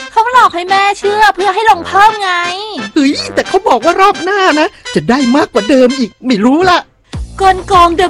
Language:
Thai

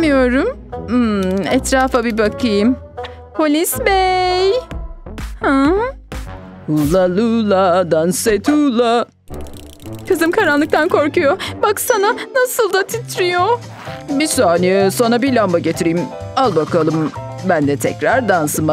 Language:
Turkish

